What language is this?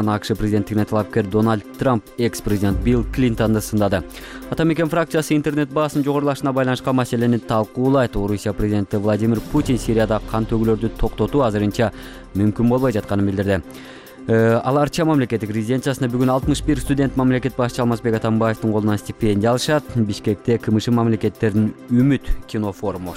Kyrgyz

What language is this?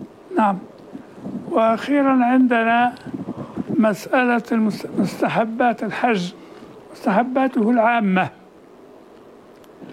Arabic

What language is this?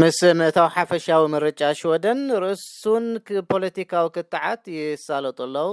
Tigrinya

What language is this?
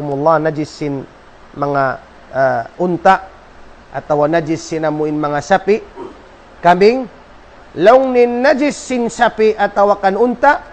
Tausug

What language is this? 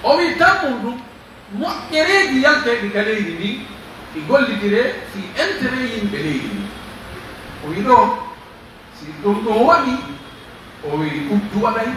Pular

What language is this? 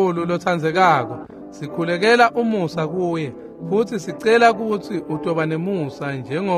Swati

